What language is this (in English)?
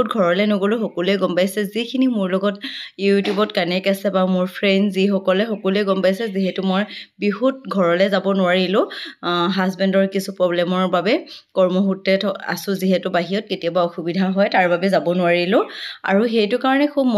Assamese